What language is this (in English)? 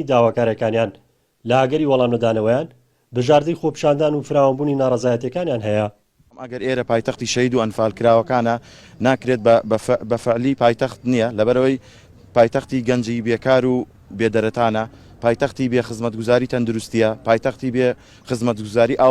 Central Kurdish